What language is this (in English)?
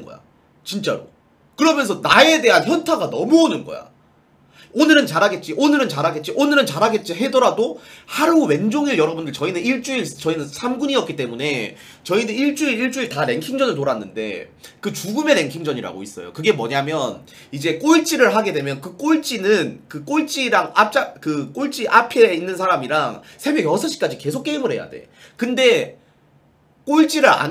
Korean